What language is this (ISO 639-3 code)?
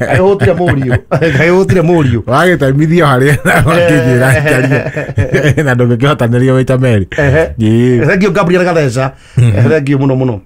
kik